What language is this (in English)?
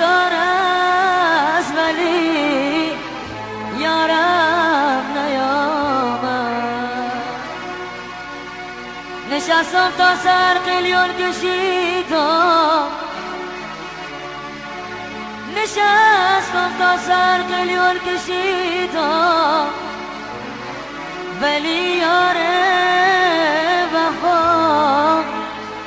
Persian